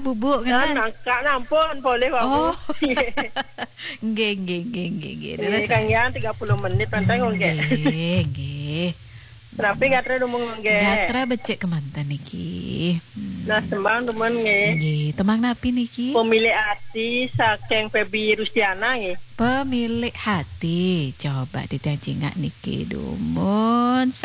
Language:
Balinese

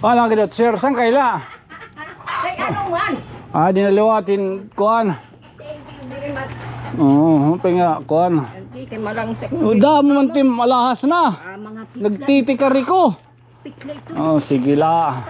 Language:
Waray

